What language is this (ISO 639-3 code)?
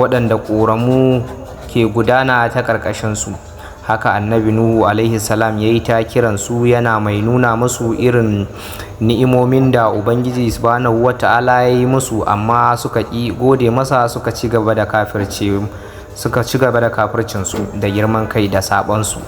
hau